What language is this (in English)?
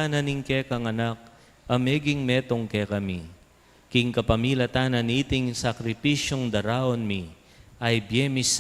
Pampanga